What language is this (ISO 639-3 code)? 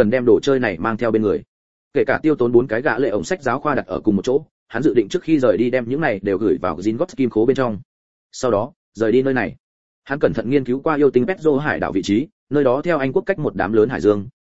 vie